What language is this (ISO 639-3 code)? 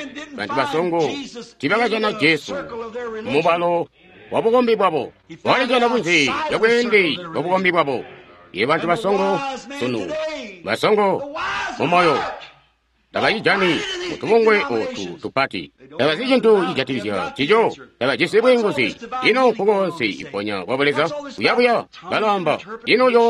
toi